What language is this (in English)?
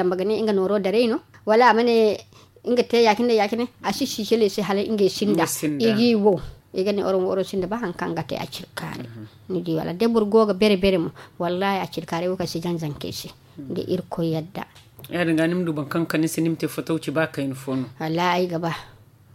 Zarma